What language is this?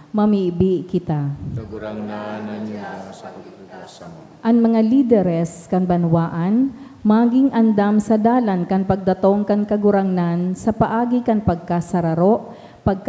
Bikol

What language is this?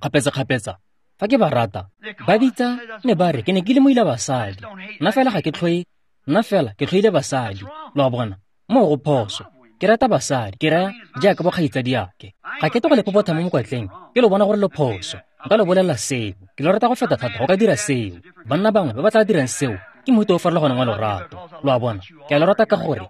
Tswana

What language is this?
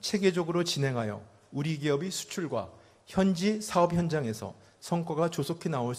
Korean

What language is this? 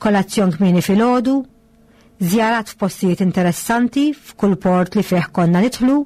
Maltese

